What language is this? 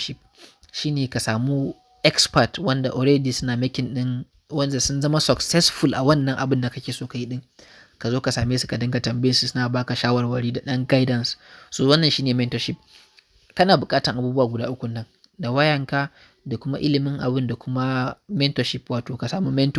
Hausa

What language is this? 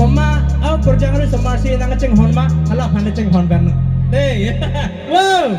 Karbi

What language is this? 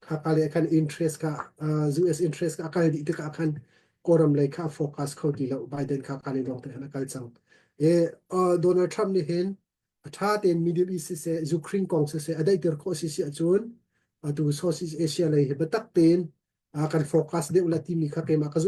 Hakha Chin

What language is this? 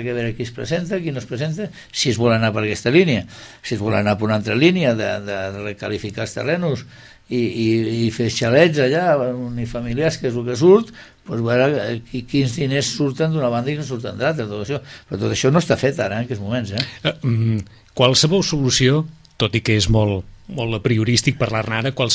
Catalan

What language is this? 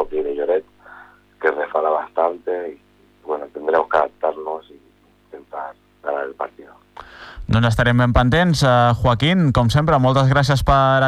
Catalan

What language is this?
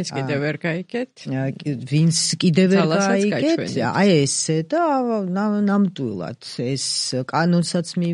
Georgian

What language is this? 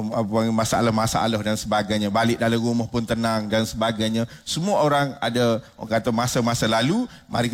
Malay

